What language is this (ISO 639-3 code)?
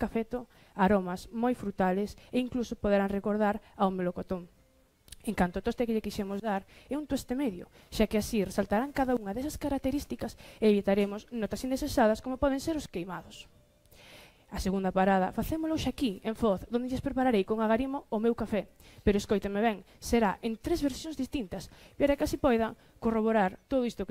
glg